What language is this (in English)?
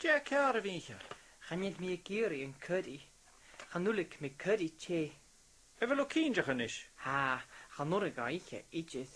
Scottish Gaelic